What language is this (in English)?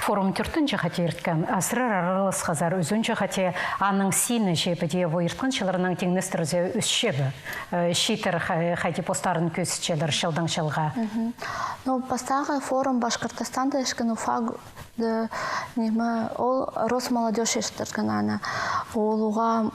Khakas